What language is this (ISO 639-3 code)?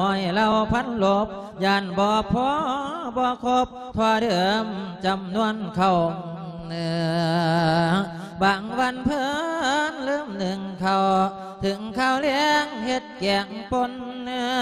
lao